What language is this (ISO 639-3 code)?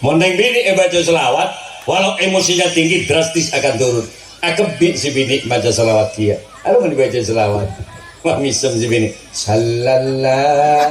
mad